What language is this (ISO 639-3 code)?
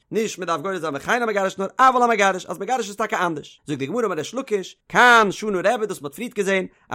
yid